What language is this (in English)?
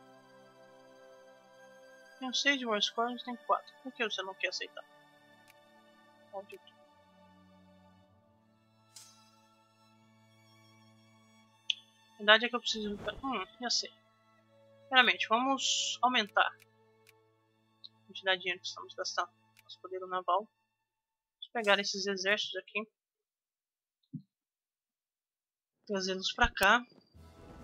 Portuguese